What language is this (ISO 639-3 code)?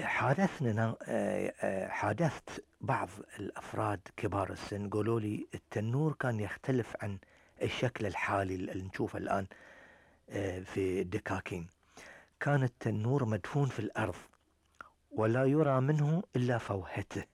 afb